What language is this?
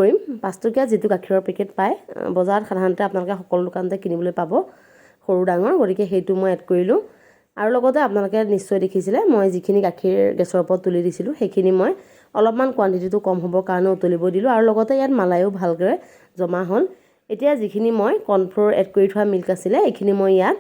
Assamese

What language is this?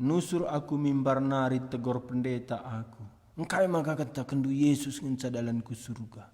Batak Karo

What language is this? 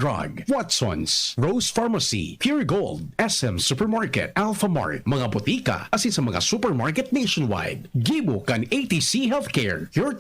Bikol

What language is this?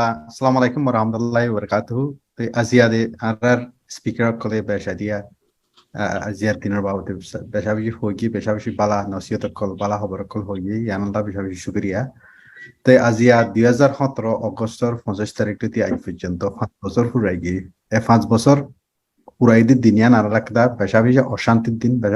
Rohingya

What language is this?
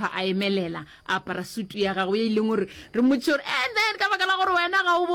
Northern Sotho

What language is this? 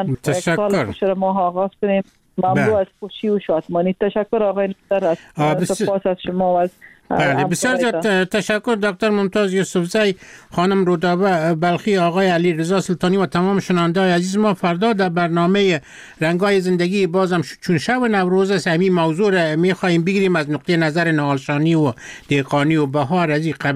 Persian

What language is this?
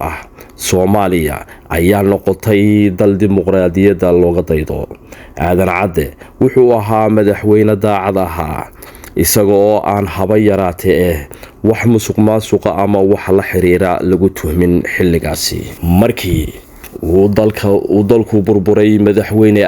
Somali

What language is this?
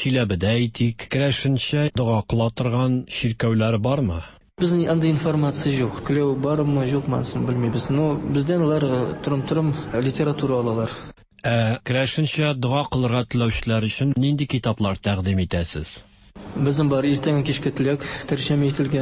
Tatar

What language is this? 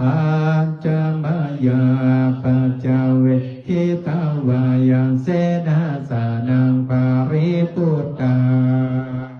Pali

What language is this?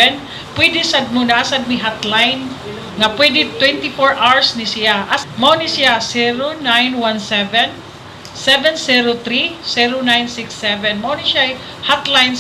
Cebuano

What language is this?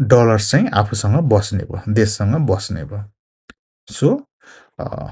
Nepali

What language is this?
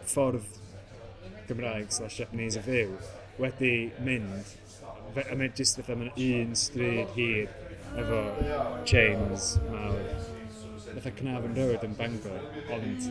Welsh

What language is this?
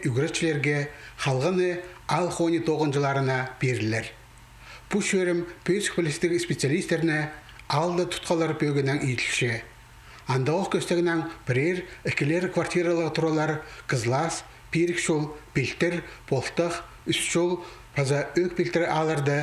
Khakas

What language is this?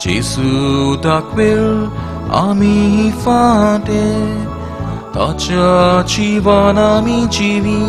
Konkani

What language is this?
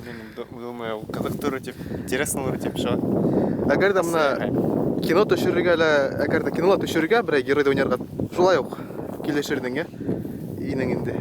Bashkir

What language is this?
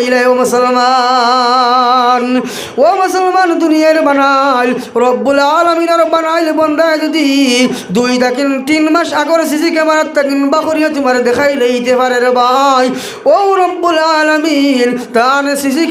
Sylheti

